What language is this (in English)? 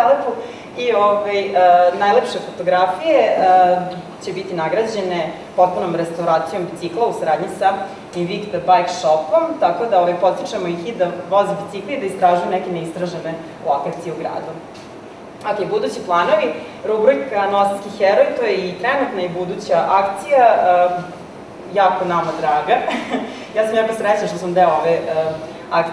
Serbian